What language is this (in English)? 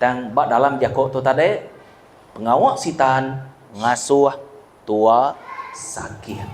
Iban